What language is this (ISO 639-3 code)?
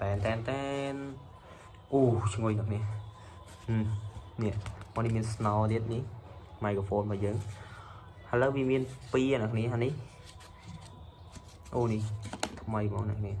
khm